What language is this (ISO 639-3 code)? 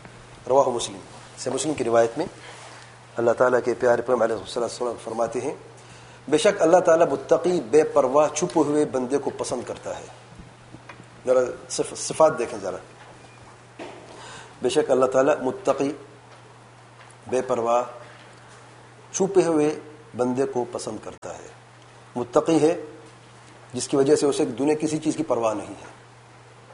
urd